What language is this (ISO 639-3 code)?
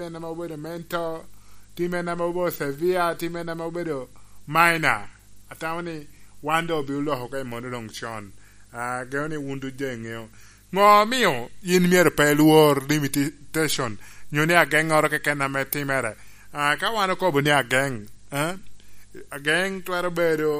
laj